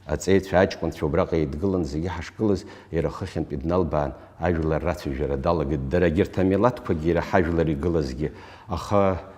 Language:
Abkhazian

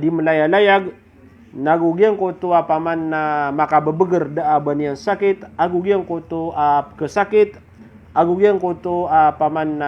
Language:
Maranao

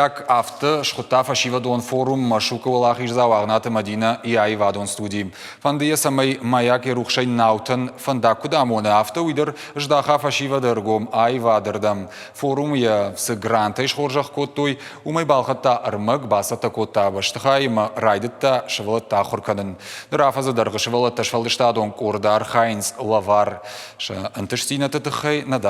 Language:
Ossetic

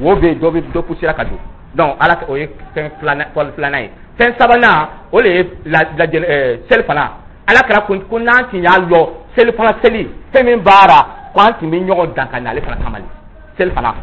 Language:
Dyula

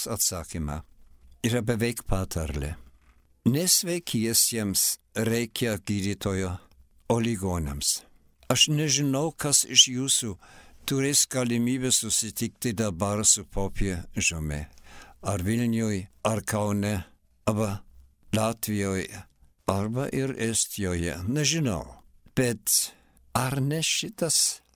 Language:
Lithuanian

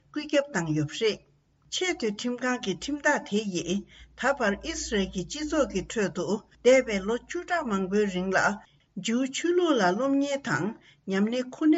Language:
Tibetan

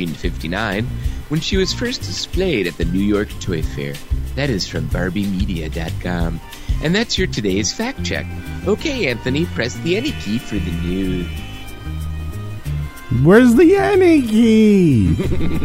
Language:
English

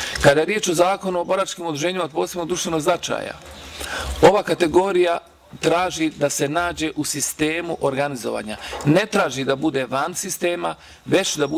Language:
Bosnian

